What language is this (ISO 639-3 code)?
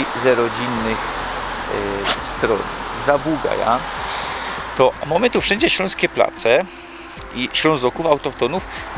szl